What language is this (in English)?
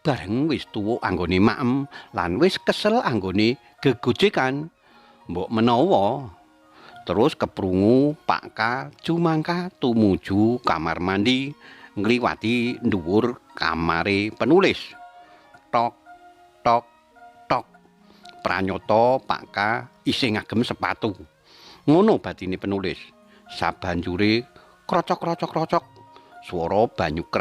Javanese